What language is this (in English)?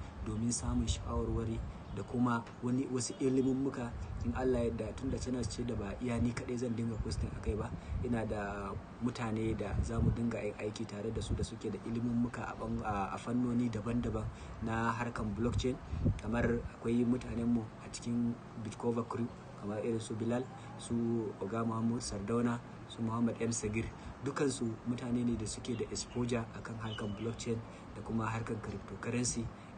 Hausa